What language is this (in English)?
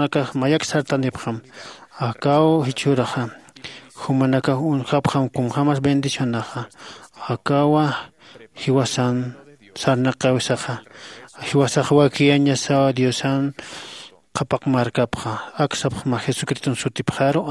Aymara